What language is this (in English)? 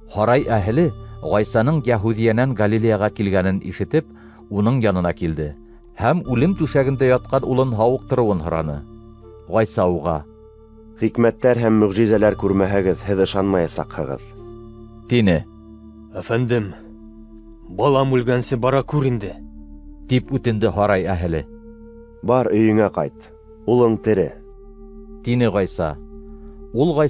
Bashkir